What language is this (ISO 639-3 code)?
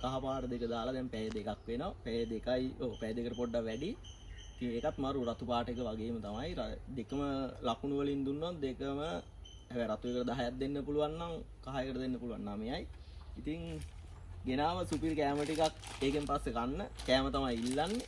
sin